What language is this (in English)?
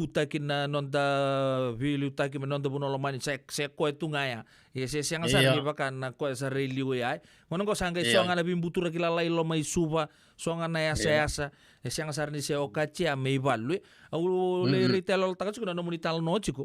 Fijian